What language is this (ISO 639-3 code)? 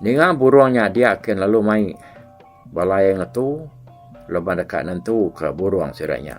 iba